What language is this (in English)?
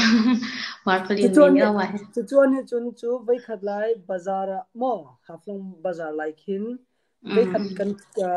Hmar